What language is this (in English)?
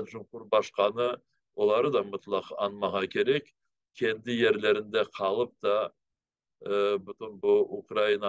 Crimean Tatar